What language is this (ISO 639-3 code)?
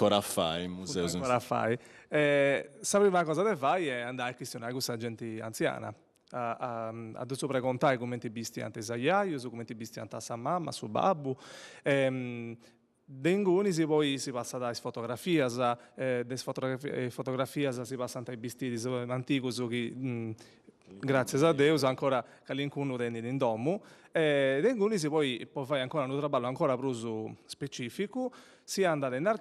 srd